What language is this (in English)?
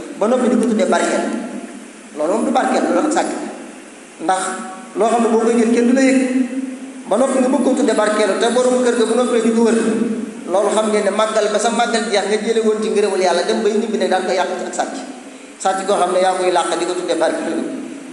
Wolof